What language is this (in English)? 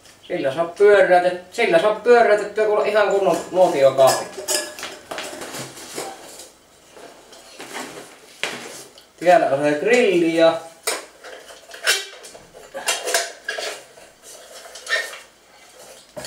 Finnish